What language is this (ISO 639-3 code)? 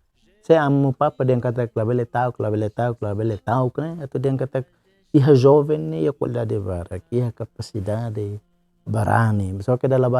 tet